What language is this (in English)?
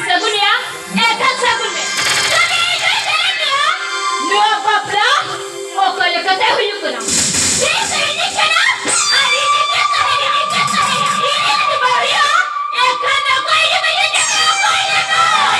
Santali